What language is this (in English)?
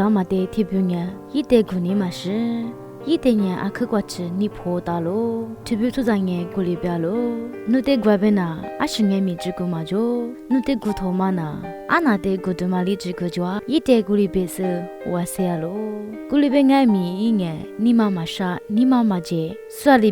Lisu